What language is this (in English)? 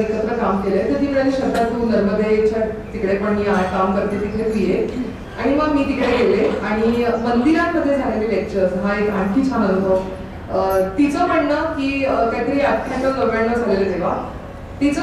Marathi